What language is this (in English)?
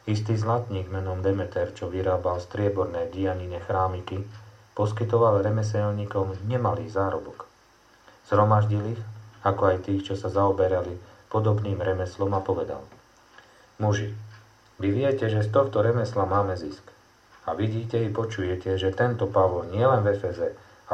Slovak